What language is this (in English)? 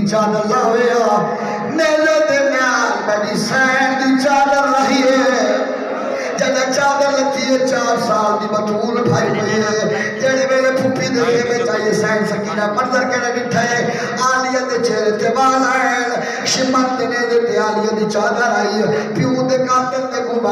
Saraiki